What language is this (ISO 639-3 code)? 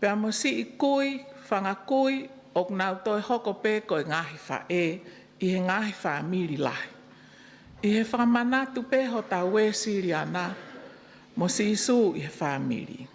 ton